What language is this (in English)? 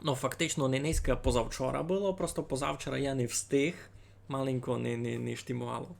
Rusyn